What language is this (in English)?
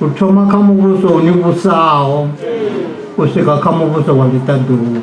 Venda